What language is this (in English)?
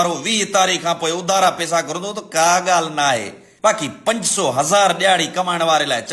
Sindhi